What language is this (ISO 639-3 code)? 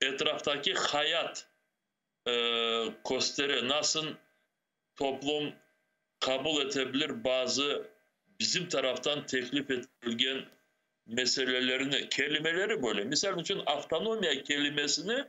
crh